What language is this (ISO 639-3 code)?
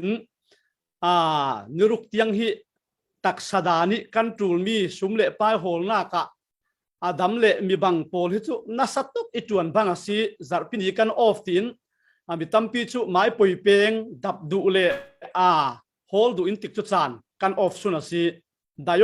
cfm